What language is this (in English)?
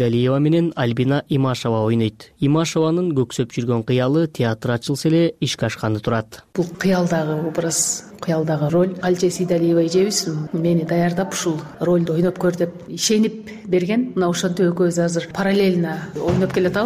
Kyrgyz